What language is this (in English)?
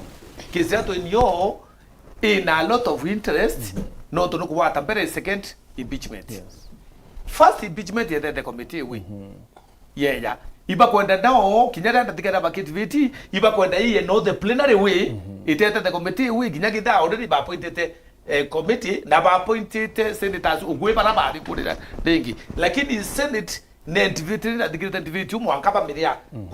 Meru